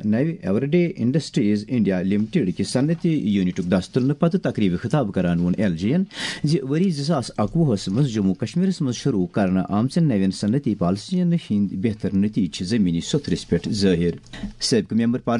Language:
Kashmiri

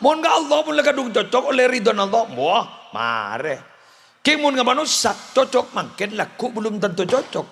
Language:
Madurese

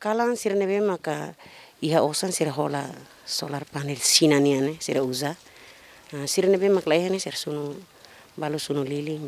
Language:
Tetum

